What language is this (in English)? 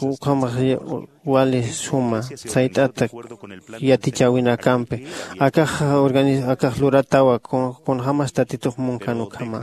Aymara